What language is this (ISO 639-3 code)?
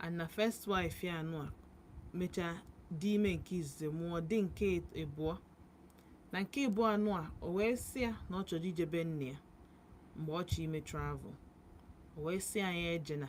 ibo